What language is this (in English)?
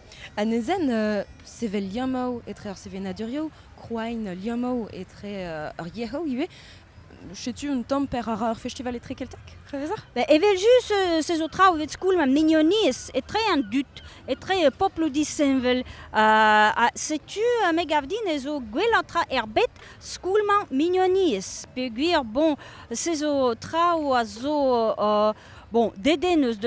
Breton